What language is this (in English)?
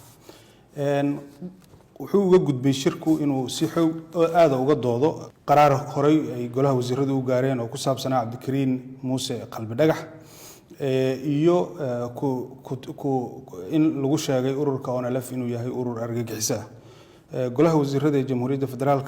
Somali